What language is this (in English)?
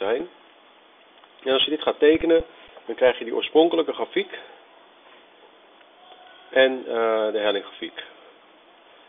Dutch